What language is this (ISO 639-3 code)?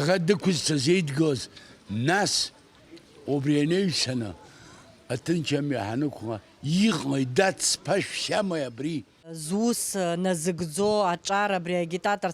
abk